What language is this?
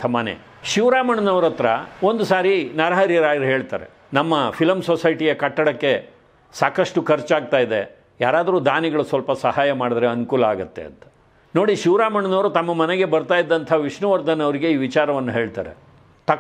Kannada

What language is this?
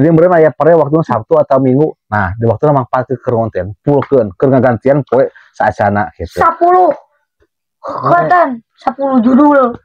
Sundanese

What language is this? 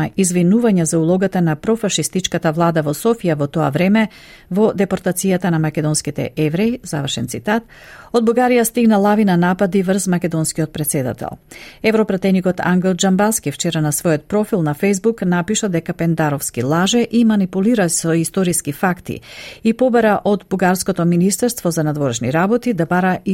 Macedonian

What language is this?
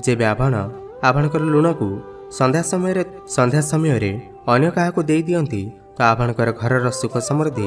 Odia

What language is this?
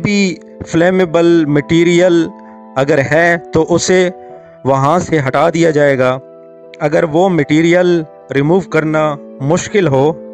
Urdu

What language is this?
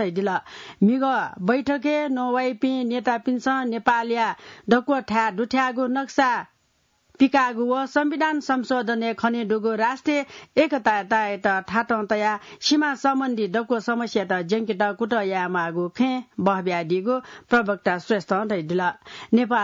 Newari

